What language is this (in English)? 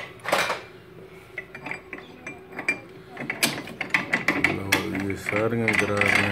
Punjabi